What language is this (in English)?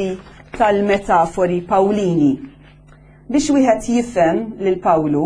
Maltese